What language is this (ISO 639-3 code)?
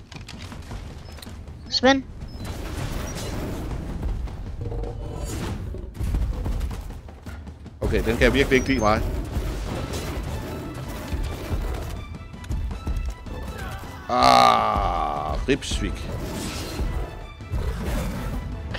dan